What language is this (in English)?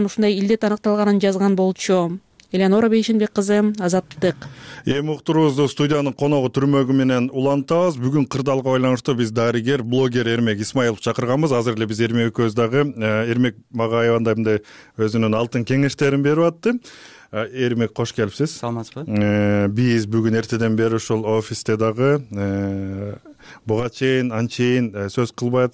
Kyrgyz